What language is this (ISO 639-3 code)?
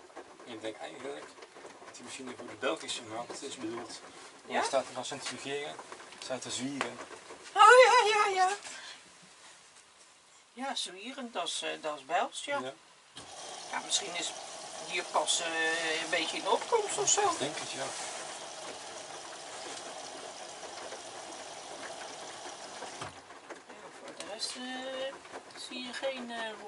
nld